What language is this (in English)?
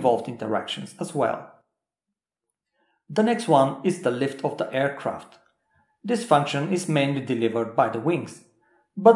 English